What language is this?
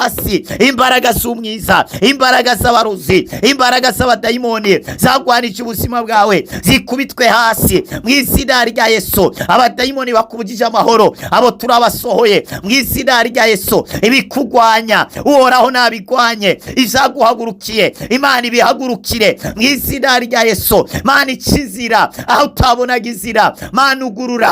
Rundi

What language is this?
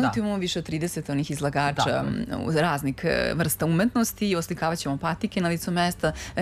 Serbian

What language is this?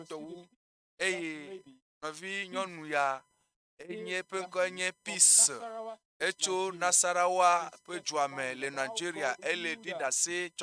Ewe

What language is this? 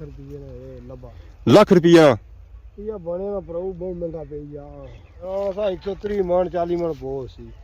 Pahari-Potwari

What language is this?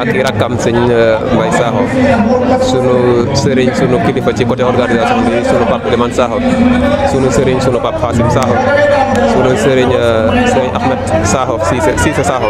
Wolof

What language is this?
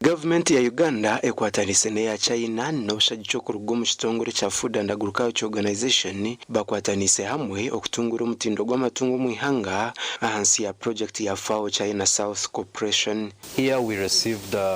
Nyankole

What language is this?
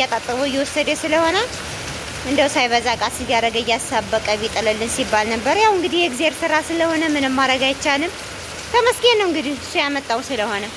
Amharic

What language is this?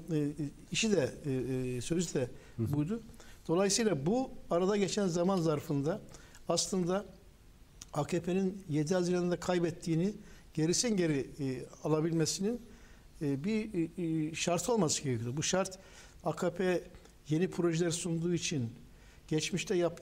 Turkish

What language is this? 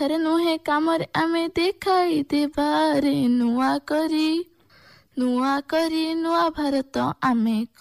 Odia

